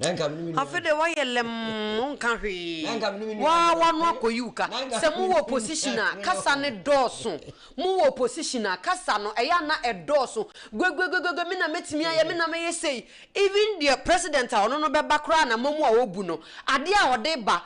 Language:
Akan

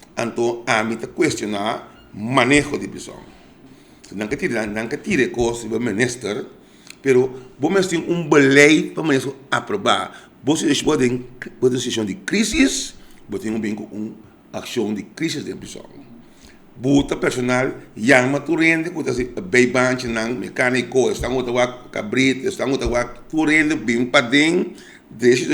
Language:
Papiamento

